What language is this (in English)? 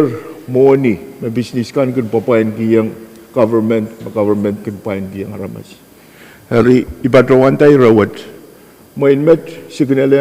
Pohnpeian